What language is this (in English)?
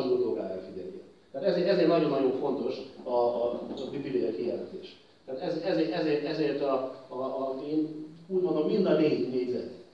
Hungarian